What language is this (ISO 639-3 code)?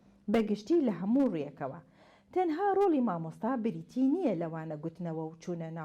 ckb